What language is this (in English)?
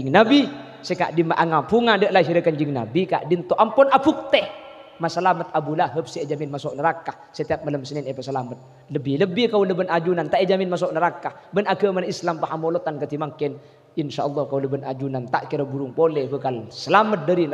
Madurese